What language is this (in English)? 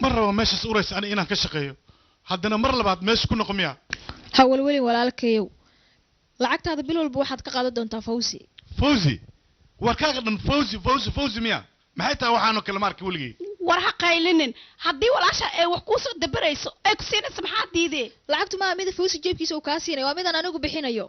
Somali